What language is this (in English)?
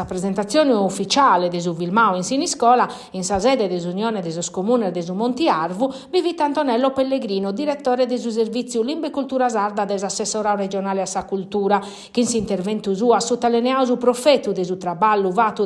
Sardinian